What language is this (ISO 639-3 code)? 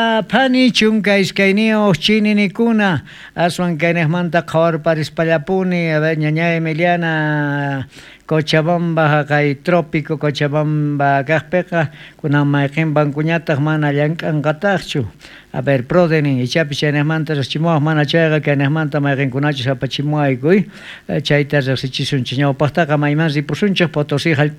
quh